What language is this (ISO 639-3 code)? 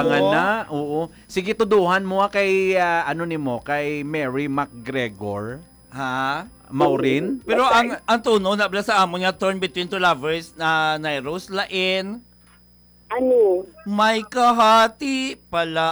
hil